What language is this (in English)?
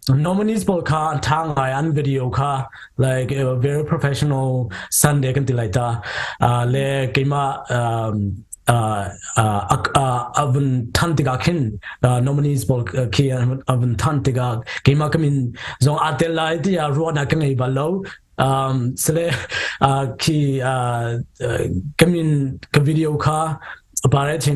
Hakha Chin